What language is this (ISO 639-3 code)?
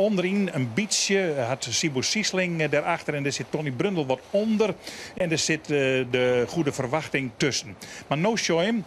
fry